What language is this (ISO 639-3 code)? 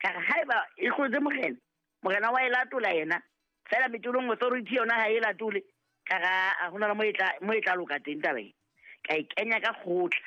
sot